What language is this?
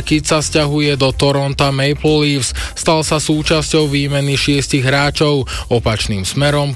Slovak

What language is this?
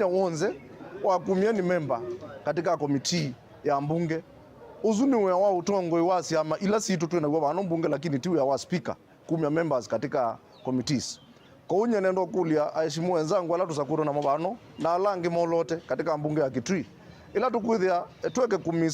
Kamba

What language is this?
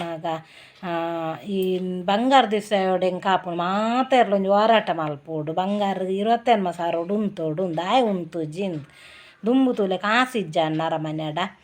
Tulu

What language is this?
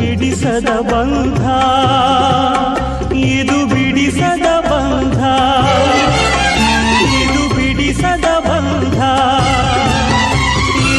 Kannada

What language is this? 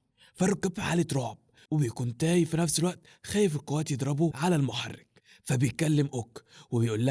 Egyptian Arabic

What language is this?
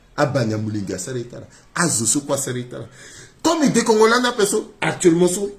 Sango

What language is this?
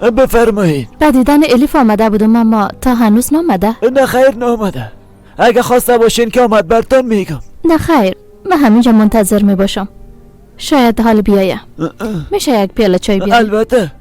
Persian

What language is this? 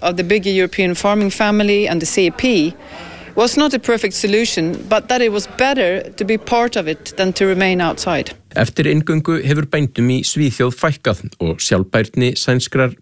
Icelandic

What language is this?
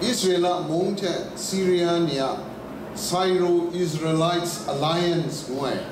Kachin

